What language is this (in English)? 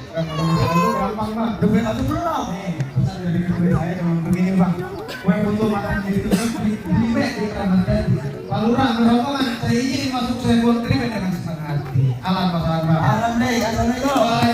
Betawi